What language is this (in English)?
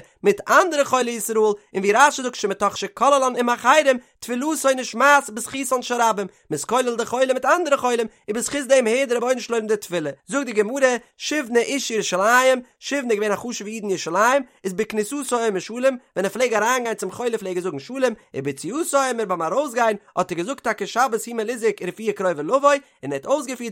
Yiddish